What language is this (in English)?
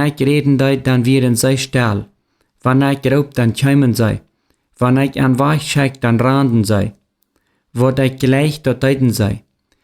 Plautdietsch